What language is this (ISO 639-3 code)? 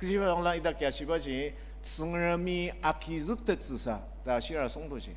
njo